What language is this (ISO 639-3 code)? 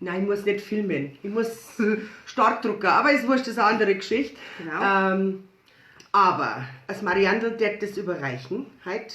bar